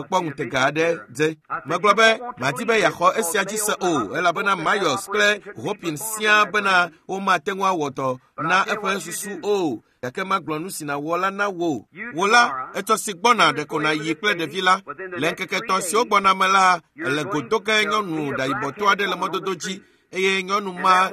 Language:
Ewe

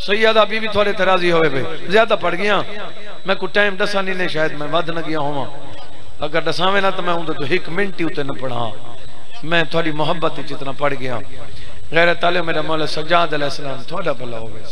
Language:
Saraiki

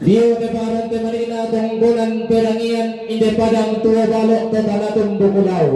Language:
Toraja-Sa'dan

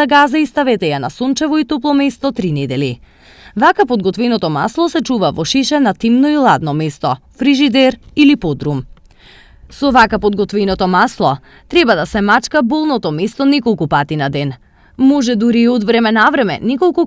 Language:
Macedonian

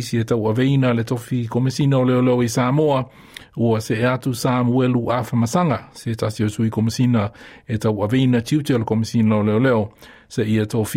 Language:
Samoan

